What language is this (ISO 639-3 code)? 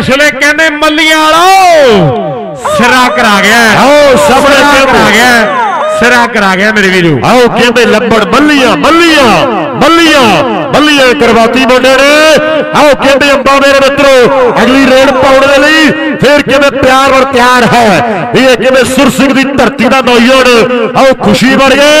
pan